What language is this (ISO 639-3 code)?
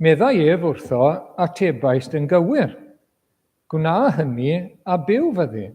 cym